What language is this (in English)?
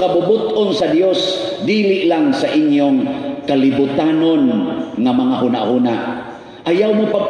Cebuano